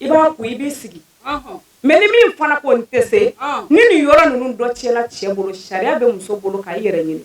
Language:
Bambara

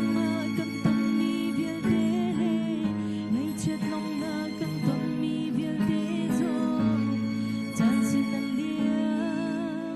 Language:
Hakha Chin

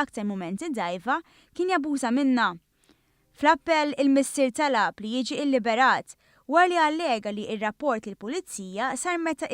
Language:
Maltese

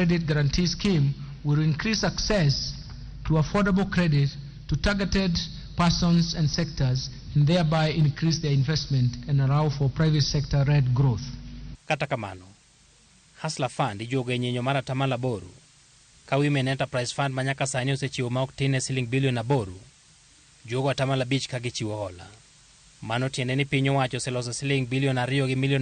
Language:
Luo (Kenya and Tanzania)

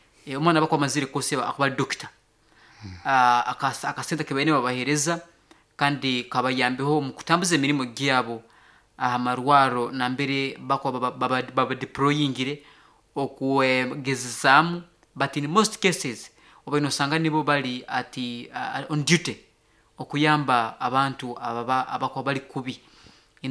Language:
Nyoro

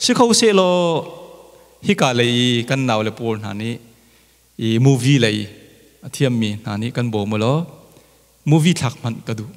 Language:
Hakha Chin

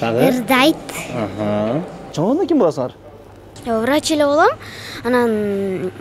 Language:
Kyrgyz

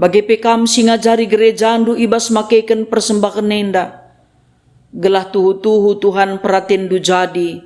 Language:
Batak Karo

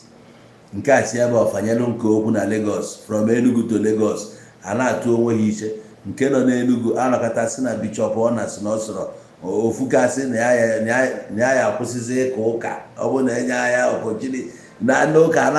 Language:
Igbo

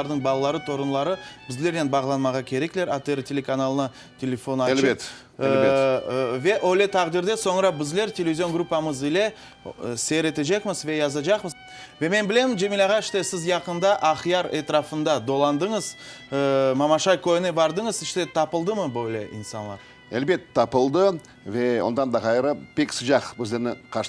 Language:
Crimean Tatar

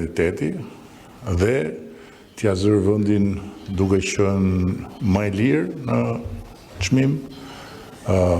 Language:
Albanian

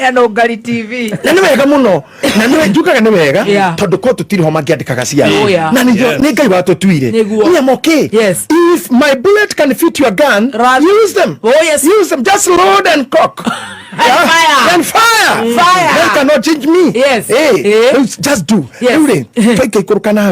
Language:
Kikuyu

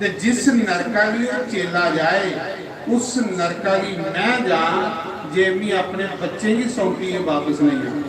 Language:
Dogri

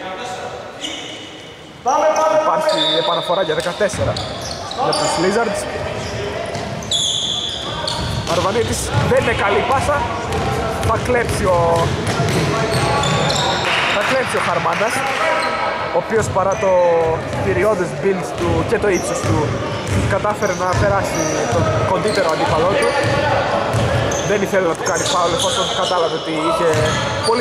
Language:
Greek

